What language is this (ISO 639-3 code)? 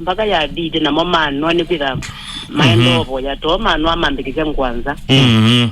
kam